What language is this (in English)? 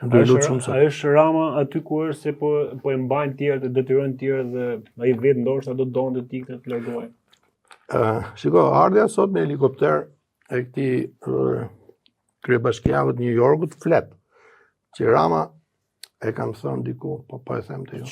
Albanian